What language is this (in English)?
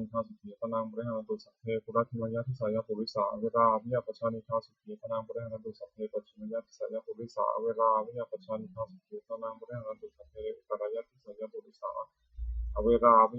Pali